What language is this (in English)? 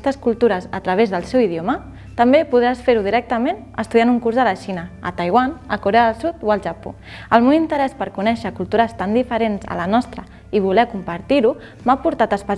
Catalan